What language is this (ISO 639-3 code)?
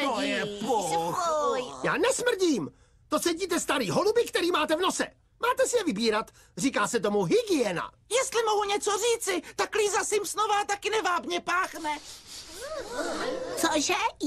ces